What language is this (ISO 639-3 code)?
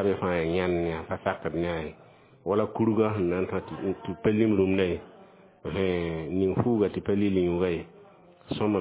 mos